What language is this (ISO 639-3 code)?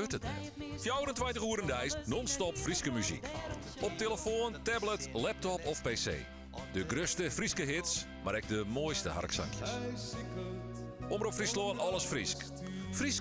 fry